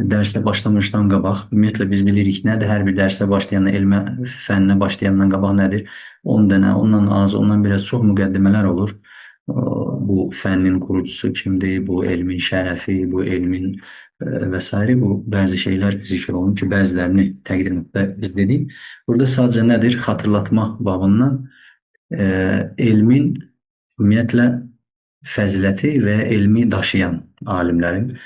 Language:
Azerbaijani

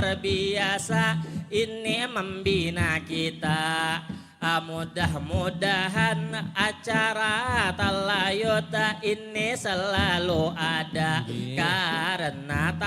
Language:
Banjar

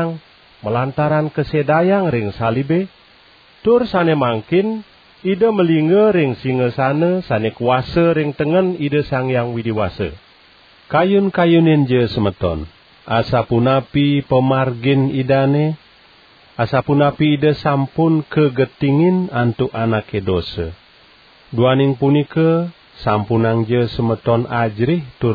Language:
Balinese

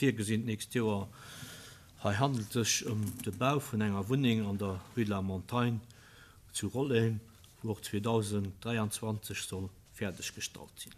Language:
Luxembourgish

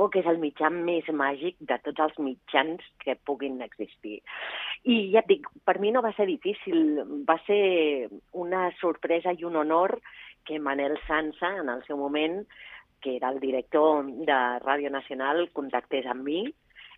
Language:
Catalan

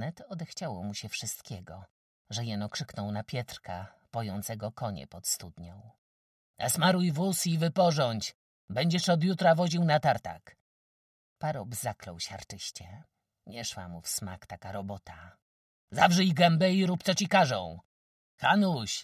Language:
Polish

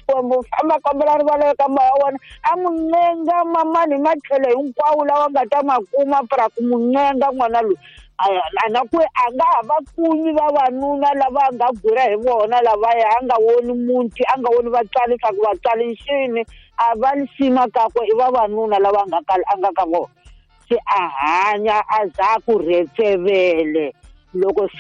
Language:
Tsonga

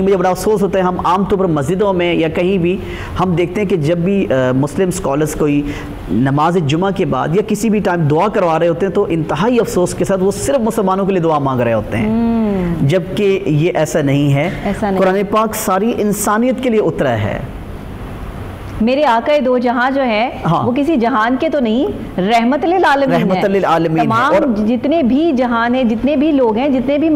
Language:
Urdu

